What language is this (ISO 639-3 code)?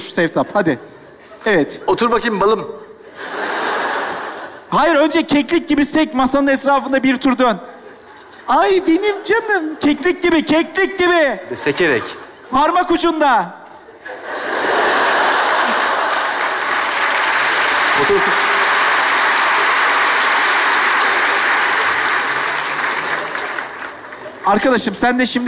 tur